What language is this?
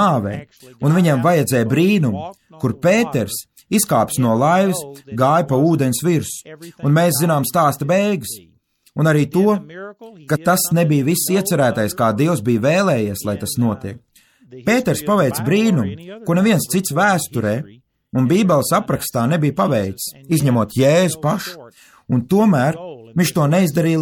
Latvian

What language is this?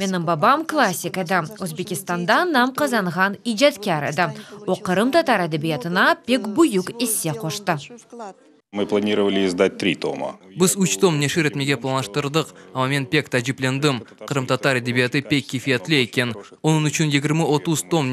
Crimean Tatar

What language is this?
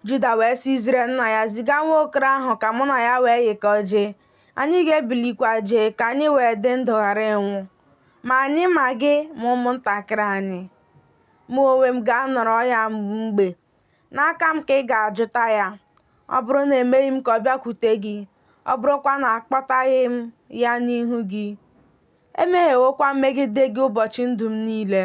Igbo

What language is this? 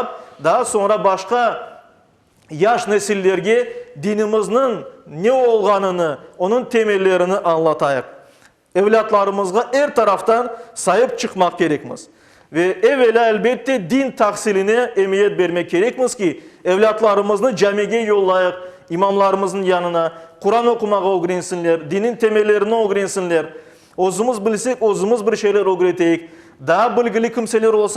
Crimean Tatar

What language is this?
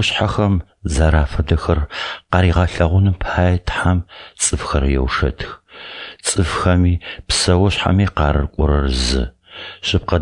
Adyghe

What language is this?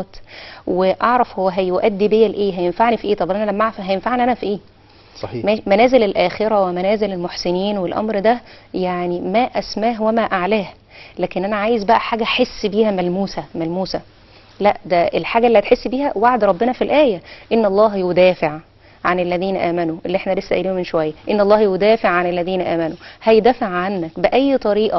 Egyptian Arabic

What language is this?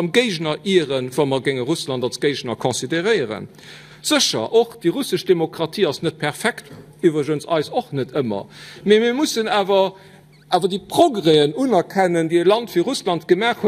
Luxembourgish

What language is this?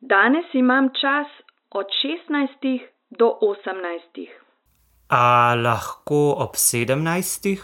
Slovenian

